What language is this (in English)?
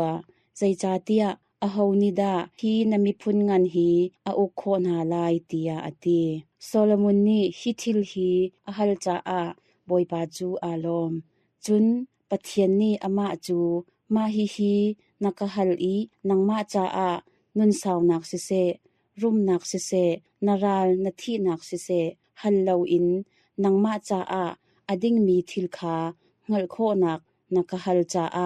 Hakha Chin